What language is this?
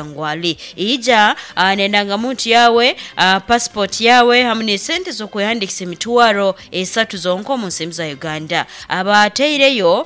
Nyoro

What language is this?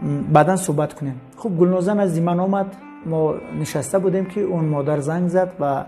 Tajik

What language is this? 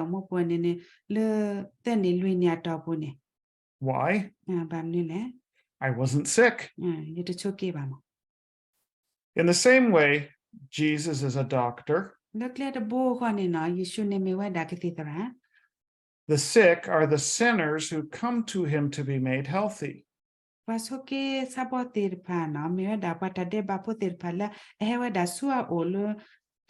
S'gaw Karen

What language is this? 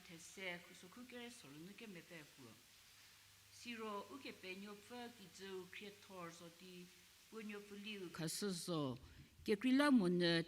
Angami Naga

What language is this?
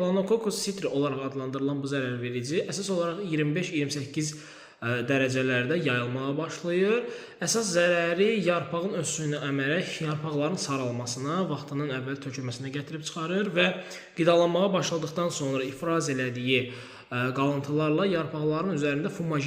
Azerbaijani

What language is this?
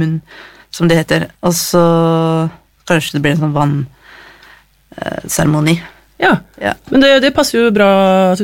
Norwegian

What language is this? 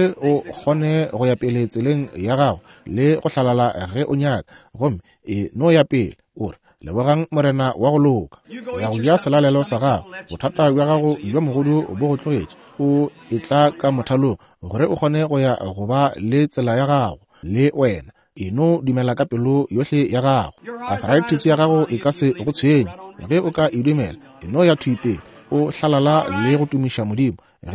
Northern Sotho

